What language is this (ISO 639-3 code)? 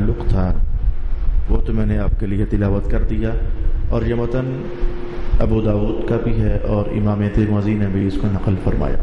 urd